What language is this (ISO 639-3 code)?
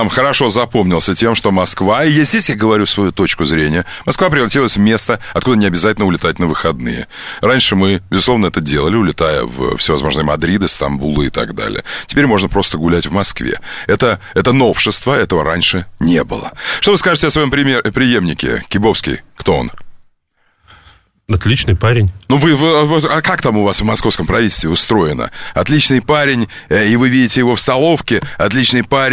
rus